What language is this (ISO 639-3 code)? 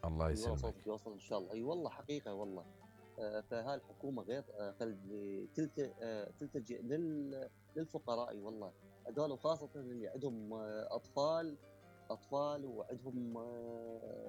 acm